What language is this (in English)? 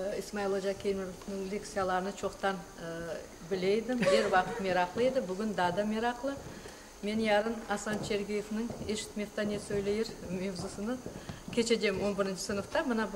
Crimean Tatar